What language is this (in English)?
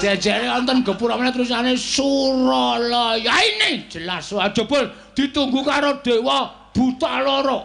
Javanese